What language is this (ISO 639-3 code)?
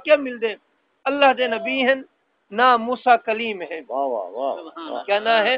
skr